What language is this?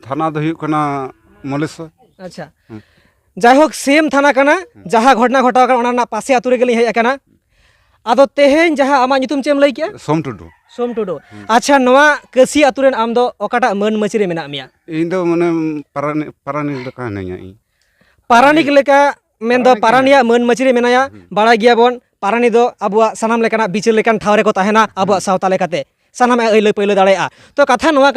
Santali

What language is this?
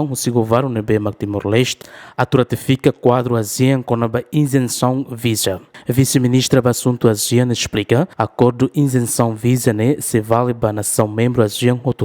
Tetum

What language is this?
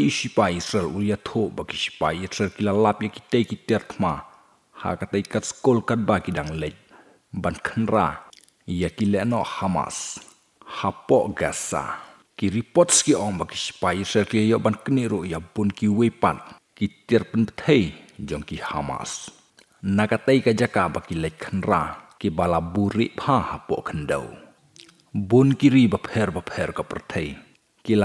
Khasi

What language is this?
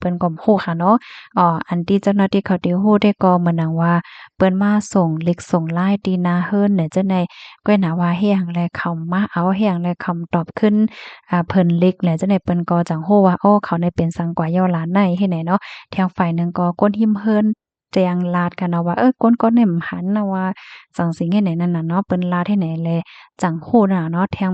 Shan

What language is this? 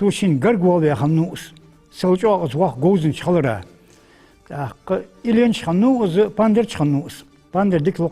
Ingush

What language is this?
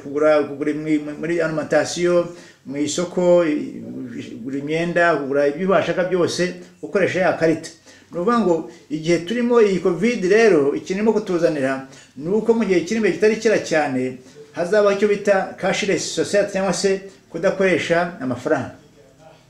Kinyarwanda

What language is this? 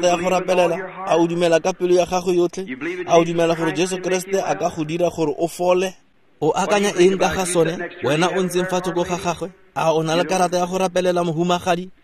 Tswana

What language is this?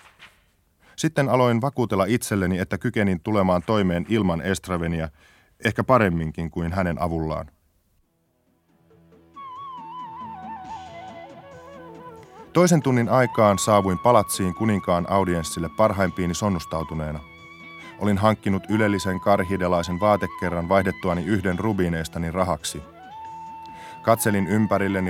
Finnish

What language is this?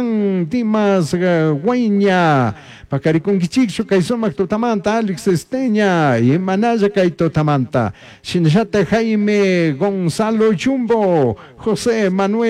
Chimborazo Highland Quichua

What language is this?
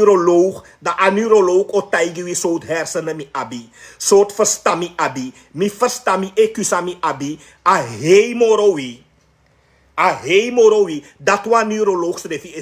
Sranan Tongo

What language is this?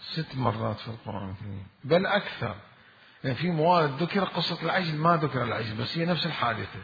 Mesopotamian Arabic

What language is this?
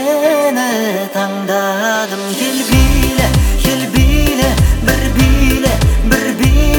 Kazakh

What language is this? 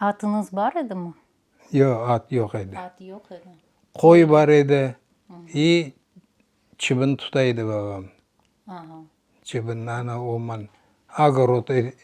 Crimean Tatar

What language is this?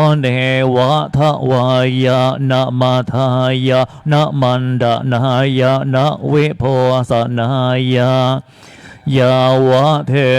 Pali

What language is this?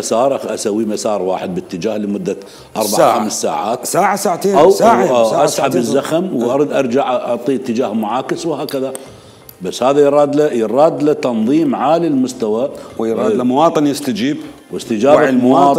Mesopotamian Arabic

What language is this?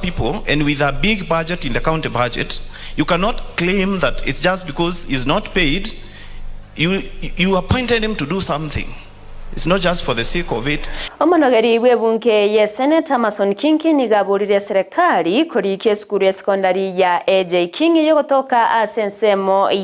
Gusii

